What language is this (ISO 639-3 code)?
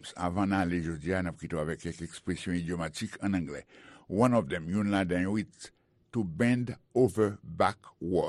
hat